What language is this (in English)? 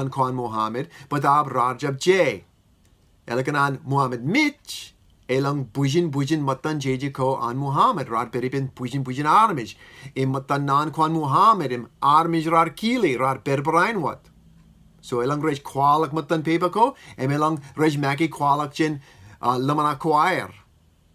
Marshallese